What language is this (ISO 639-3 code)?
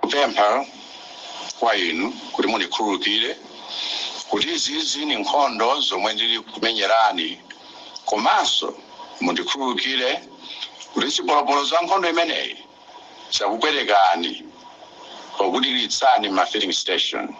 nya